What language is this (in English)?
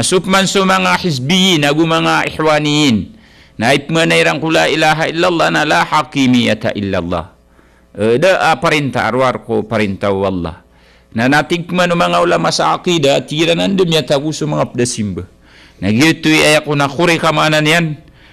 Maranao